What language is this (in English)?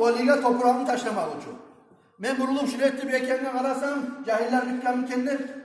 Kumyk